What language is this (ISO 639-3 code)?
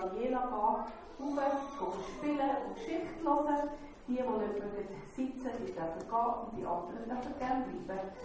gsw